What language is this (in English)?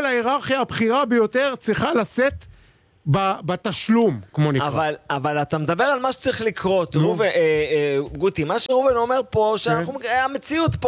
Hebrew